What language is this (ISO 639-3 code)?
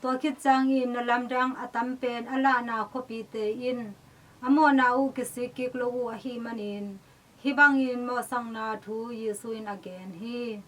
ctd